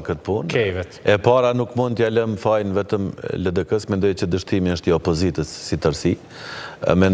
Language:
Albanian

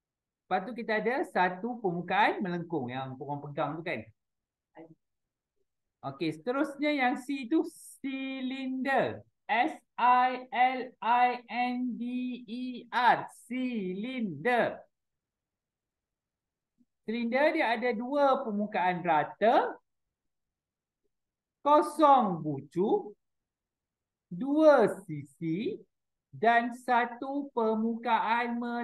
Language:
Malay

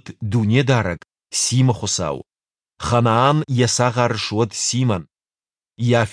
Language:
Ossetic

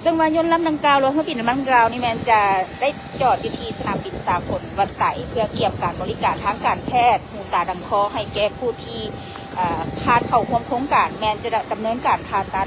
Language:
Lao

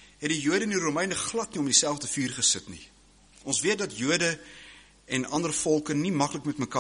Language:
Afrikaans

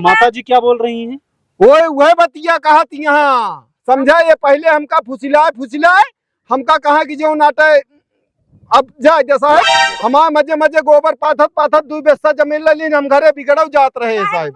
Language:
Awadhi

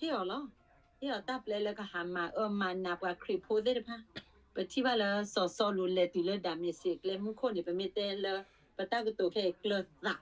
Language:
S'gaw Karen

